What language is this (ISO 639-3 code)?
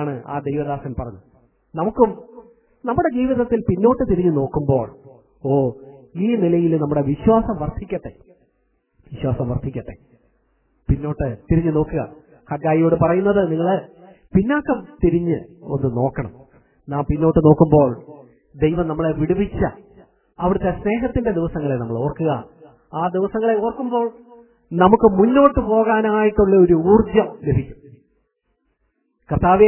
mal